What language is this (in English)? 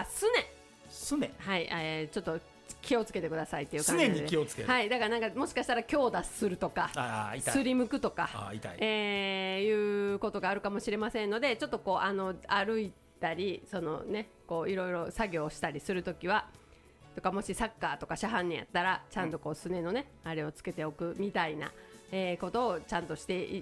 Japanese